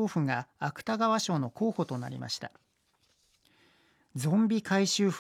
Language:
Japanese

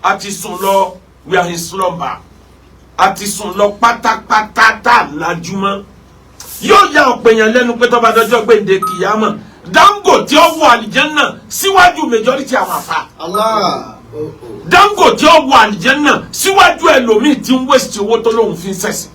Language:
Yoruba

